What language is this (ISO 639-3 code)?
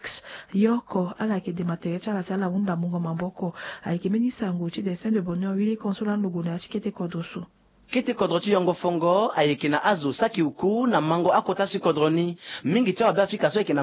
sag